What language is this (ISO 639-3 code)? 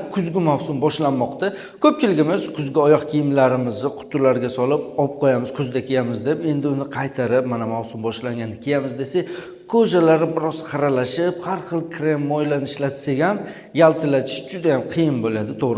uzb